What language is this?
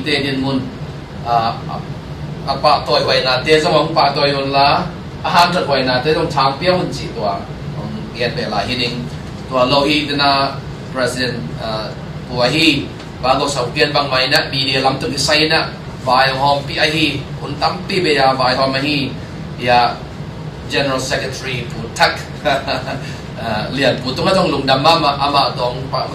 Tedim Chin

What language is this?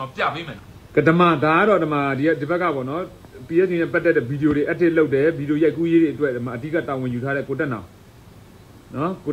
Burmese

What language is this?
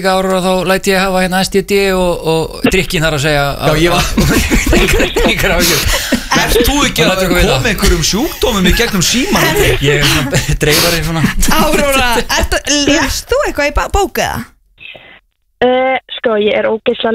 Icelandic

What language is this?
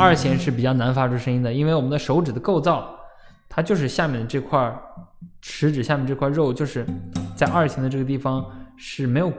Chinese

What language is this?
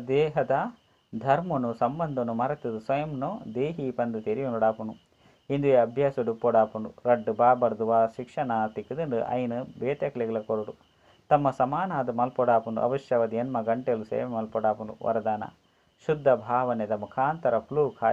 Tulu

